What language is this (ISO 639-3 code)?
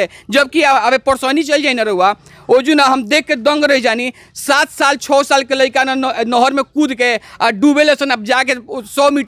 bho